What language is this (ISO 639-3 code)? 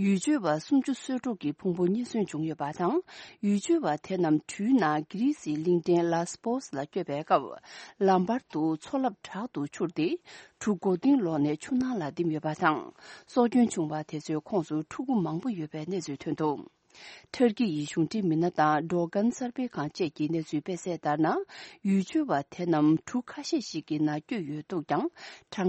bod